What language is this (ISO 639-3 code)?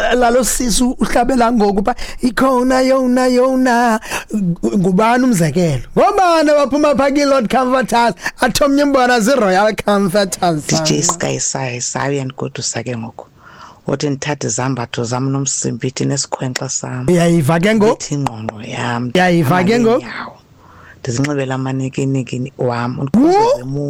xho